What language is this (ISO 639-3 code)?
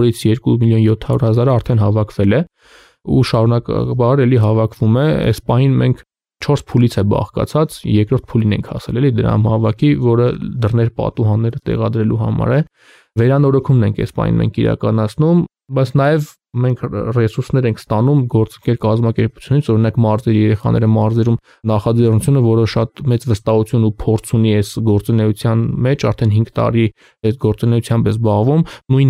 hye